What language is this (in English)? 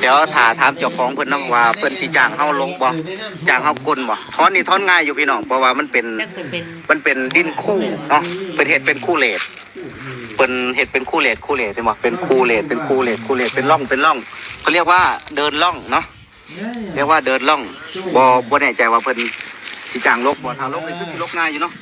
Northeastern Thai